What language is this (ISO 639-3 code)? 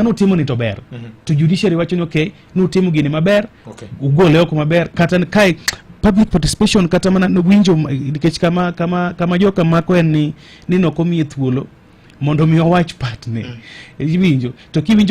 luo